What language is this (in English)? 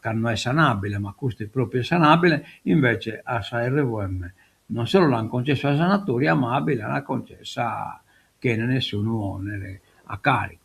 Sardinian